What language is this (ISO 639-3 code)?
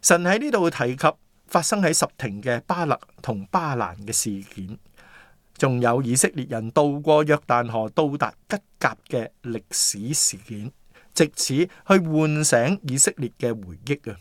yue